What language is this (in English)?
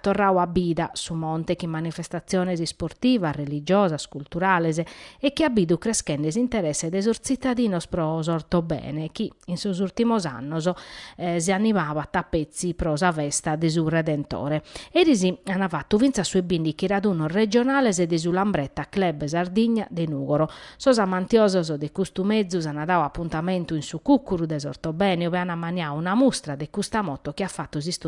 Sardinian